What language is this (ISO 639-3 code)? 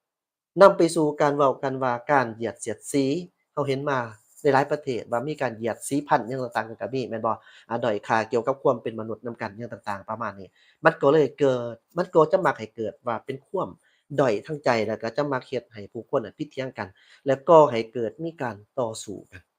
lao